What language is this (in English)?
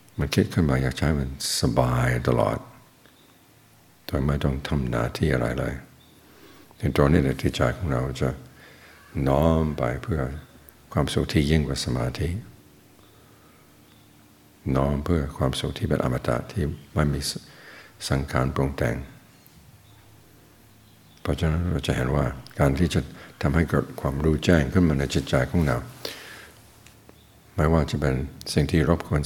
Thai